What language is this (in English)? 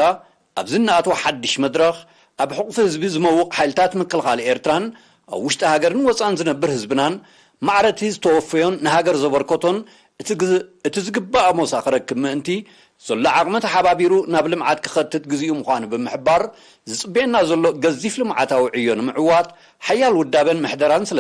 Tigrinya